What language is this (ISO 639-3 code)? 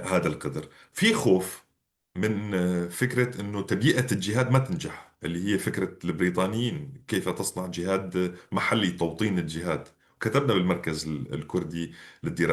apc